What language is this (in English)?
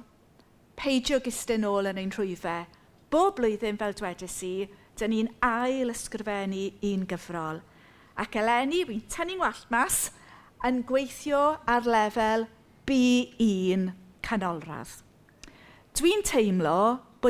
Welsh